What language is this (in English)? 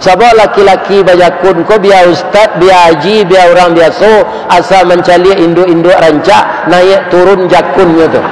Minangkabau